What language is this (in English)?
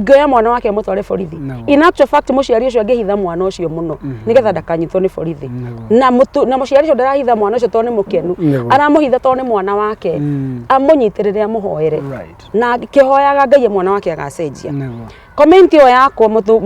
Kikuyu